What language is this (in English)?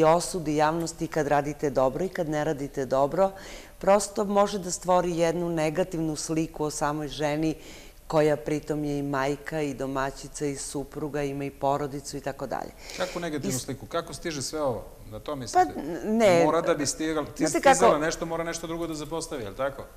Serbian